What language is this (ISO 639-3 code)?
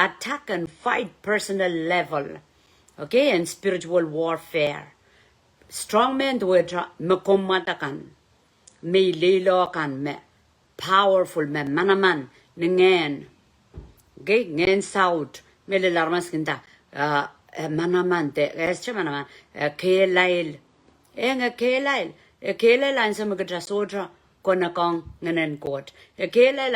pon